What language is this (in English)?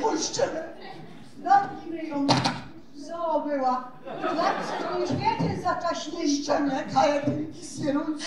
Silesian